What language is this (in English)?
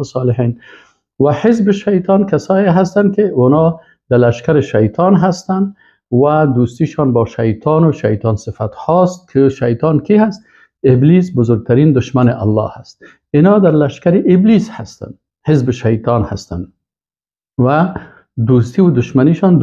Persian